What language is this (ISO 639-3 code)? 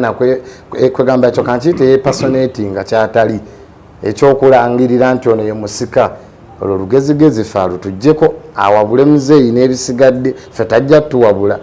lug